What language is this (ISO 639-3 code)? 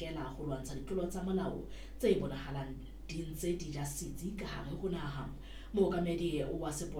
sot